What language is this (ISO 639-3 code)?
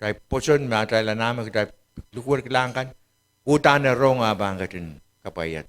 pon